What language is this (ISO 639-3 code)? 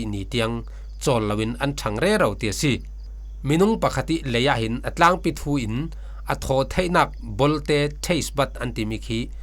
cfm